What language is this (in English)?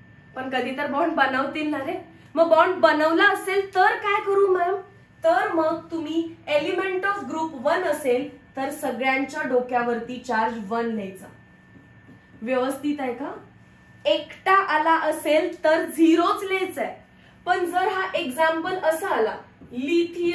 Marathi